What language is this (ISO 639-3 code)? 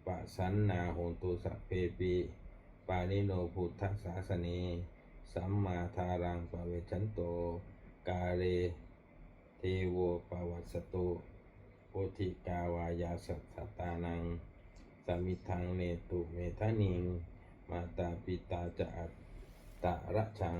pli